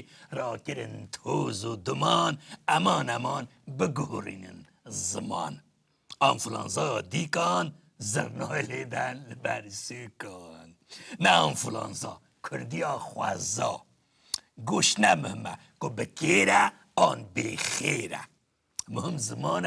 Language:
Kurdish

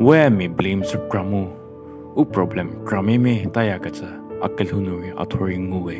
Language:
Angami Naga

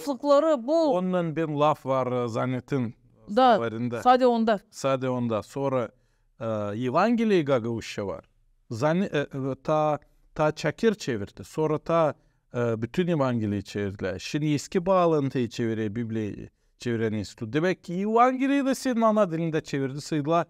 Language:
Gagauz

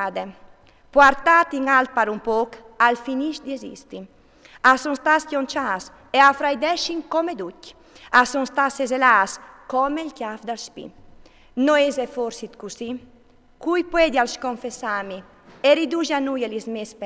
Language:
Friulian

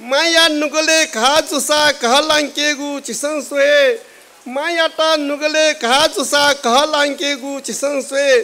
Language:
Newari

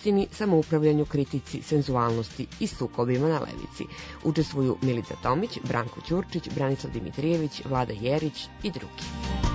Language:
Serbian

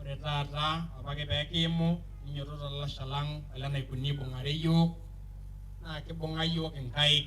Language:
Masai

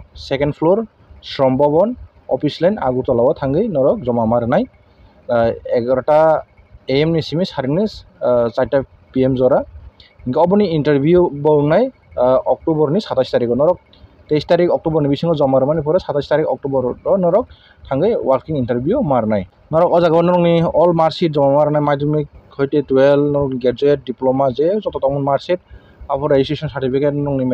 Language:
Kok Borok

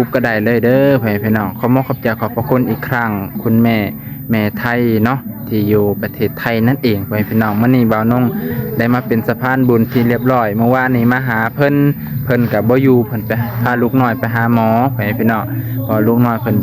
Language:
Lao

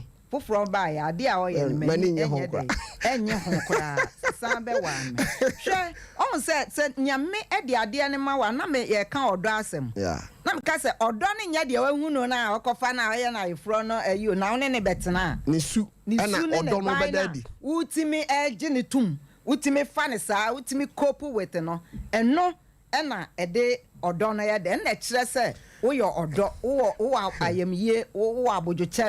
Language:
Akan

